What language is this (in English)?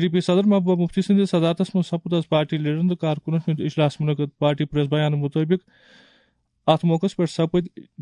Kashmiri